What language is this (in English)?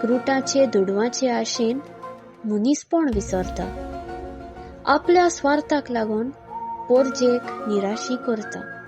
Konkani